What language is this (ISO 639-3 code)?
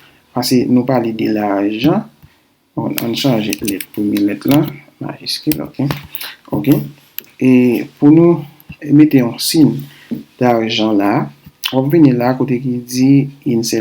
hat